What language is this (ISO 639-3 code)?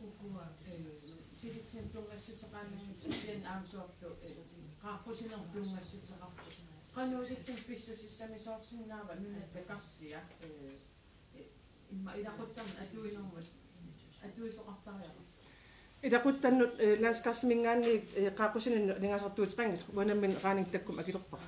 kal